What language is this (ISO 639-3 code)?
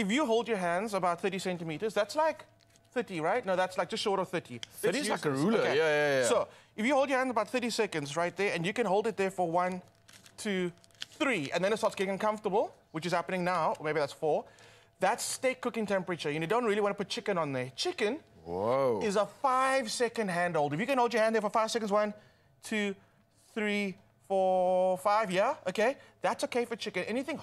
eng